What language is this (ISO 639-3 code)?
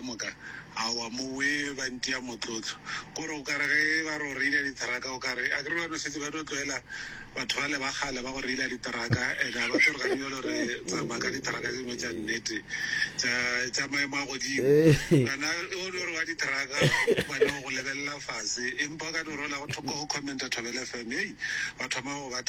nso